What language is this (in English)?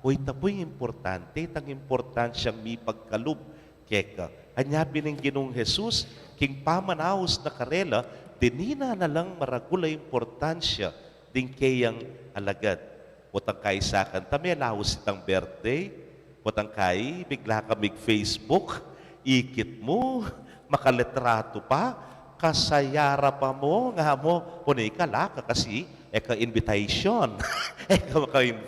Pampanga